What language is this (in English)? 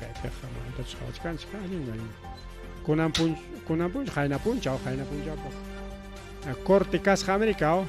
Ayacucho Quechua